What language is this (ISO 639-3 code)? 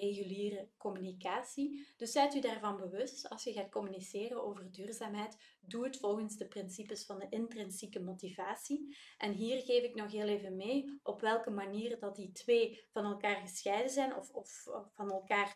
nld